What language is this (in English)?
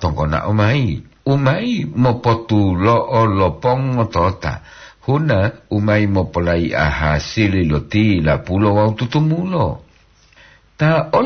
Gorontalo